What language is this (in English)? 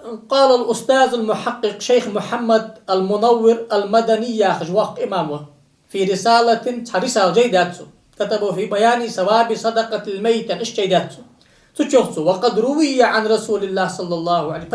Ingush